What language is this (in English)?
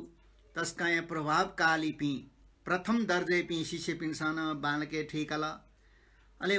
Newari